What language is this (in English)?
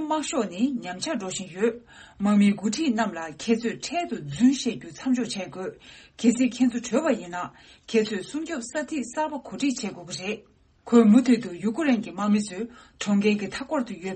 Tibetan